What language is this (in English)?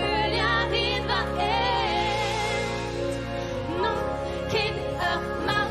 Breton